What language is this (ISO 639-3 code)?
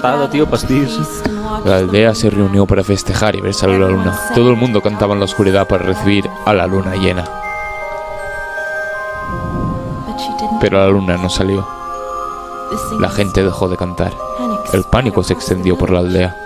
cat